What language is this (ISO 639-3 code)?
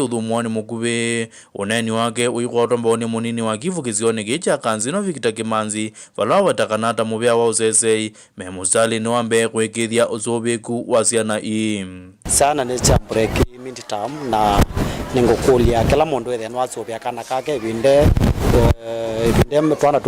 kam